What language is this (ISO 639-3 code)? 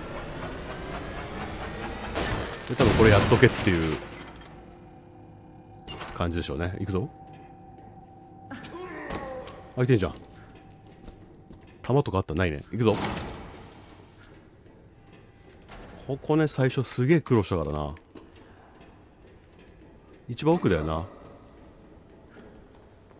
jpn